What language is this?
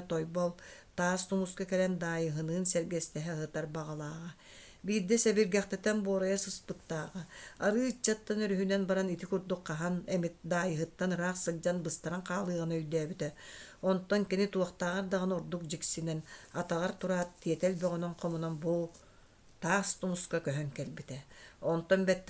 Yakut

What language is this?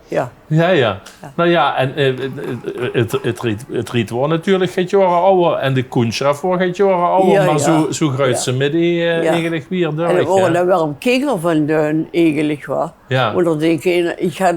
Limburgish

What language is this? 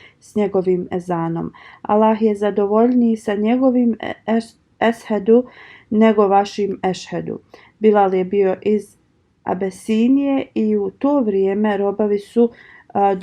Bosnian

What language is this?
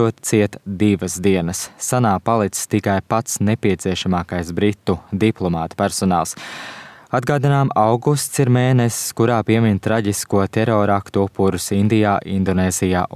Latvian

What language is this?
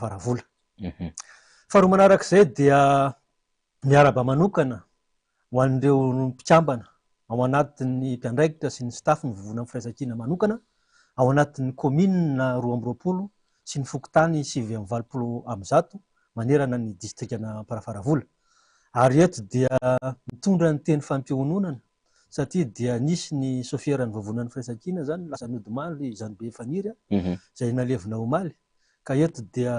Malagasy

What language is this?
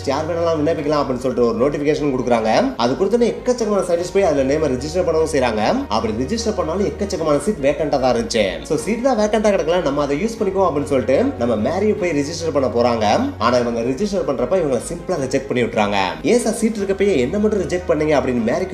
Tamil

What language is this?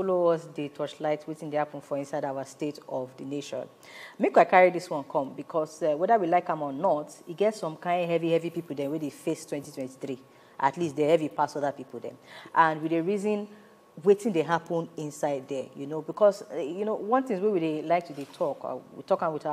Nigerian Pidgin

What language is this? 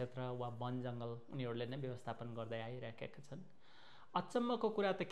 Nepali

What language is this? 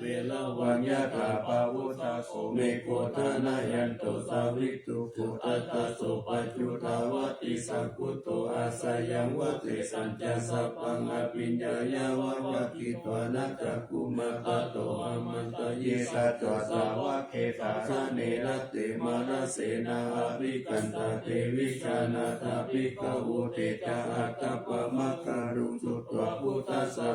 Pali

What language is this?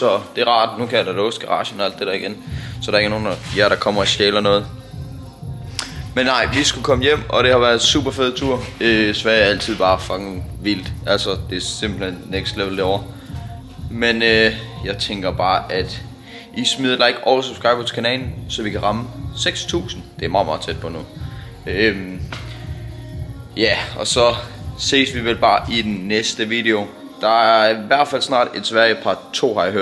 Danish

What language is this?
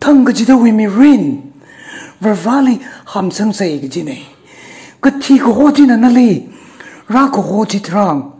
Tangkhul Naga (India)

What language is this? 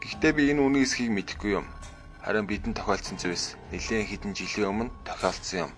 Mongolian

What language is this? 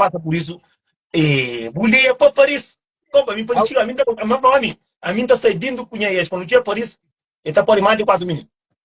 Kabuverdianu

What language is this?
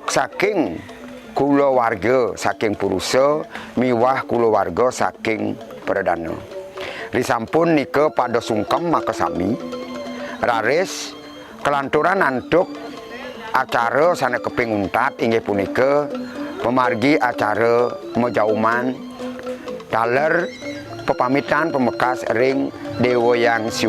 Balinese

